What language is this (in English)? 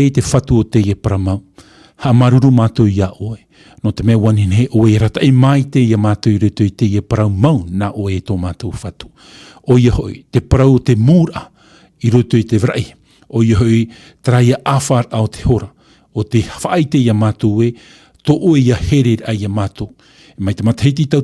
Tahitian